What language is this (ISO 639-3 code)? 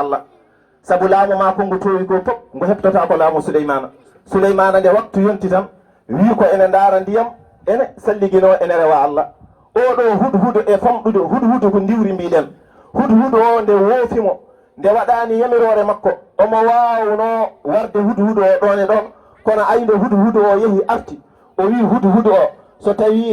ful